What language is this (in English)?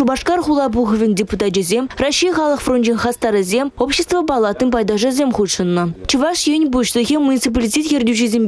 Chuvash